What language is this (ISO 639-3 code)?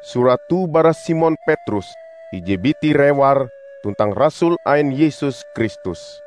nij